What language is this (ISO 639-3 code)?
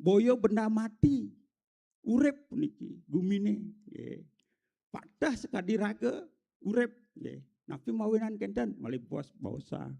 ban